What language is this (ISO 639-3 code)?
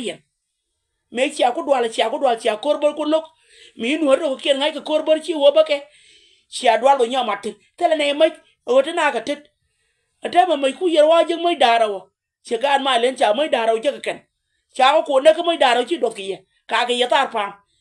nus